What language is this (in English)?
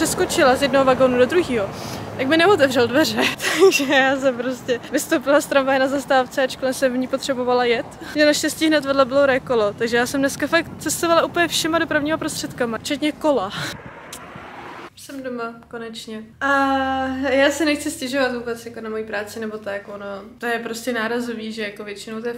Czech